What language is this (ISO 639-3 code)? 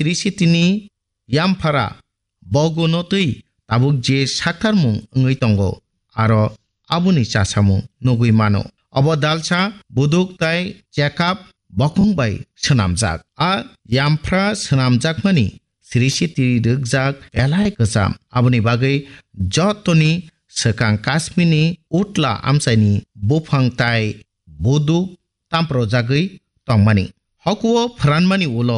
trp